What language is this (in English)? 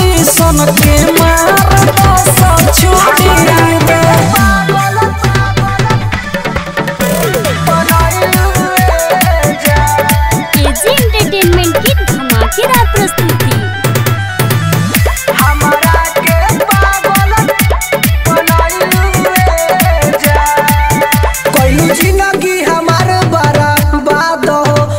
Bhojpuri